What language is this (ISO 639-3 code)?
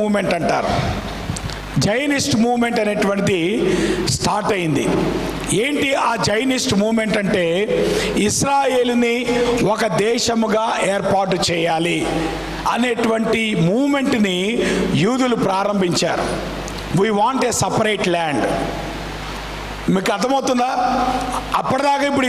tel